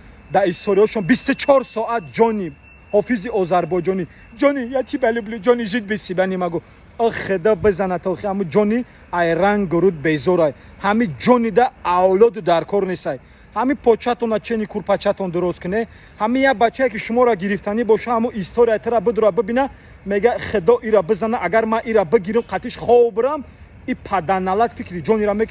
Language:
Tajik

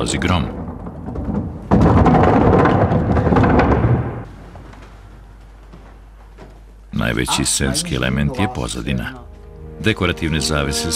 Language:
Serbian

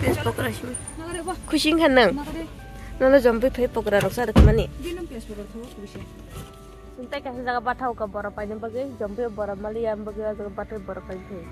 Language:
Kok Borok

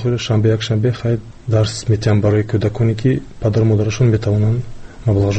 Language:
Tajik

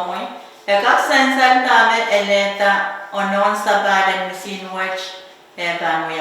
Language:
Pohnpeian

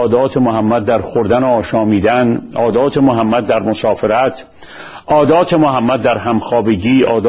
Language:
Persian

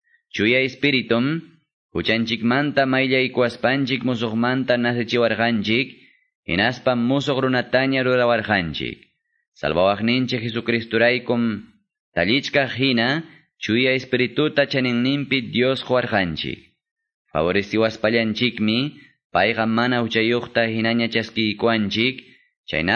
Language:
Quechua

